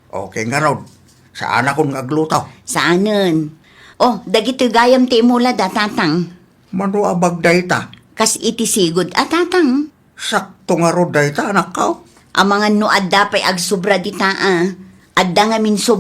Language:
Iloko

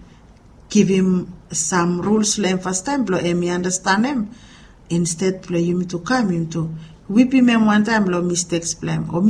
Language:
Bislama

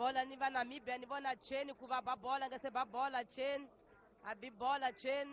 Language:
Tsonga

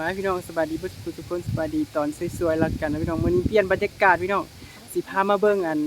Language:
Northeastern Thai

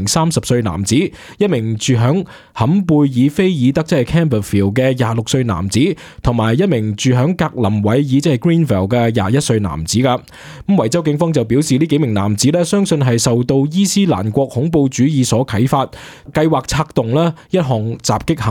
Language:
Cantonese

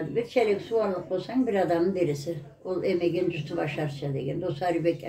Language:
Karachay-Balkar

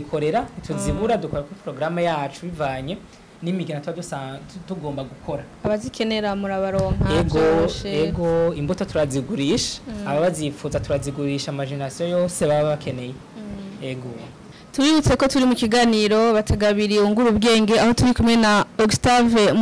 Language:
Rundi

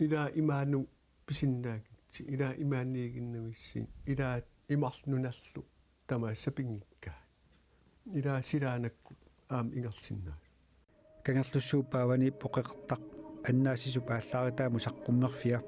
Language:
Kalaallisut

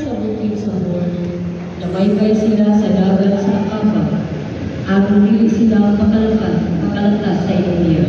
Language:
Cebuano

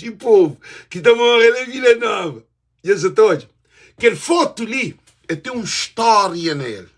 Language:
Kabuverdianu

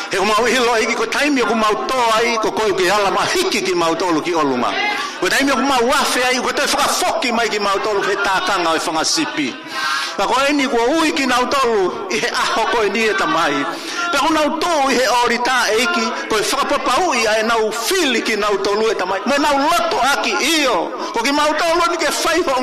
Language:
Tongan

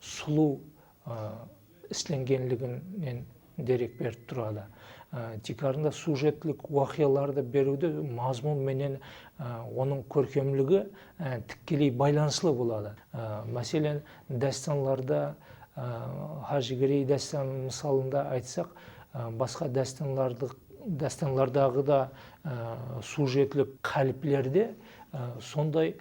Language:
Kara-Kalpak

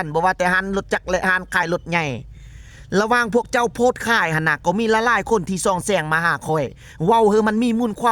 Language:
Lao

